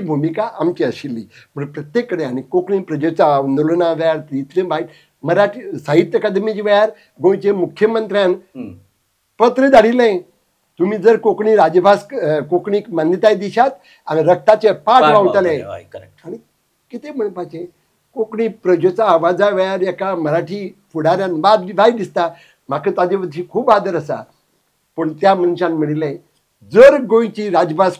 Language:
Konkani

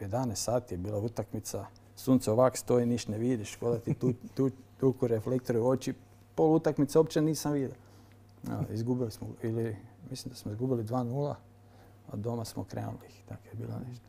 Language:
Croatian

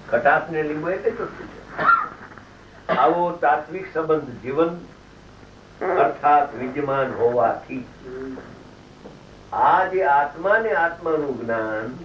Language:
Gujarati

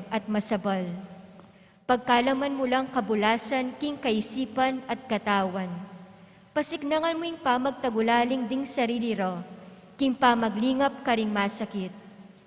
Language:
Pampanga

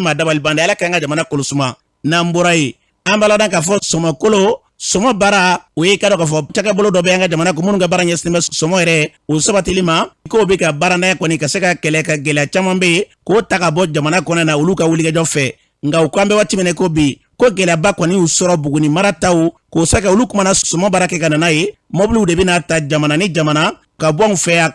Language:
Bambara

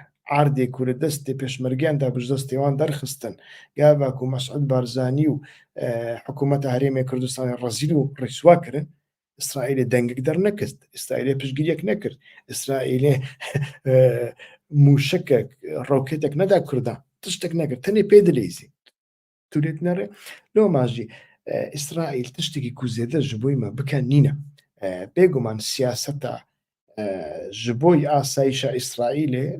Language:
Central Kurdish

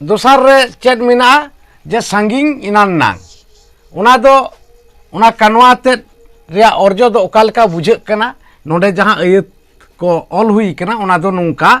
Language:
Santali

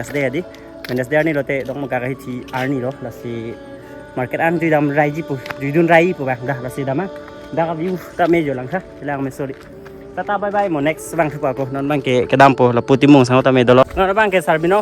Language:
Karbi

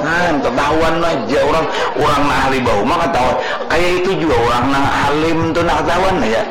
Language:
Banjar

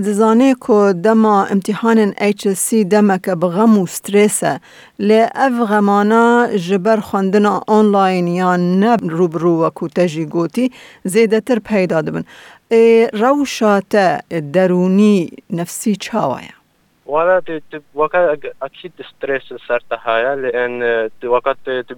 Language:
Kurdish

